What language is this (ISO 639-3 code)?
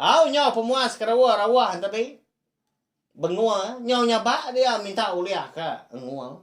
iba